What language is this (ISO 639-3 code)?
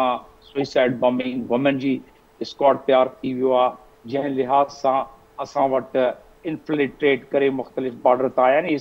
snd